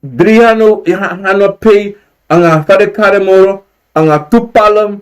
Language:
Sranan Tongo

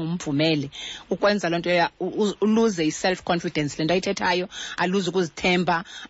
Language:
Xhosa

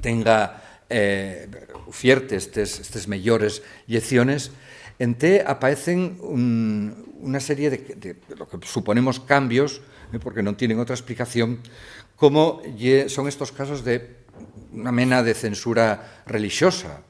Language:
Asturian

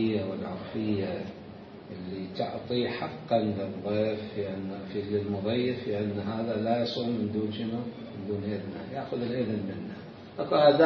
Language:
Mesopotamian Arabic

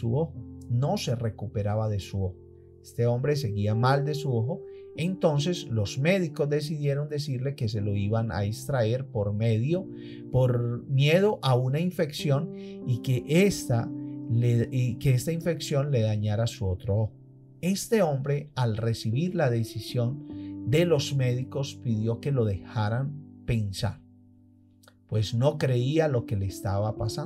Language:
Spanish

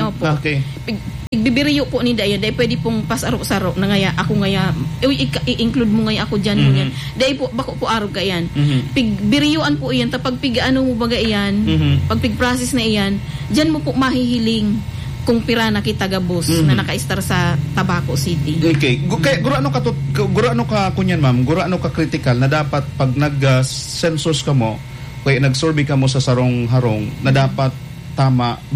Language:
Bikol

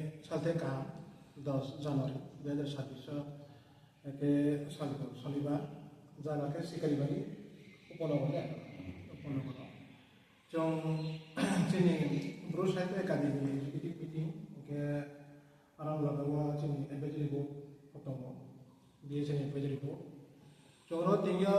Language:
Riang (India)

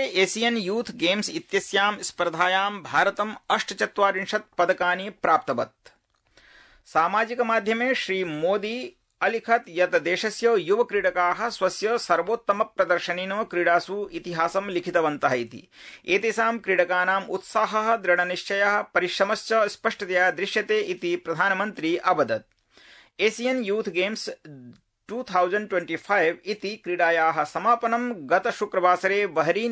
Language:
Sanskrit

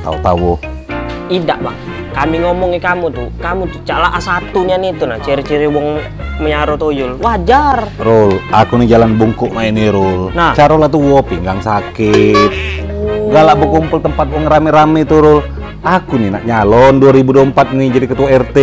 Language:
Musi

